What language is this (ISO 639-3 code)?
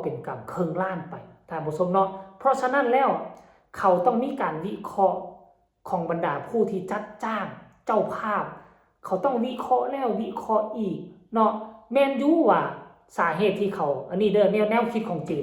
lao